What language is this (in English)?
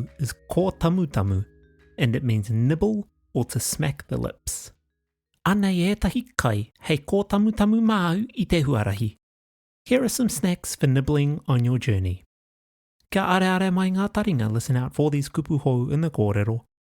Māori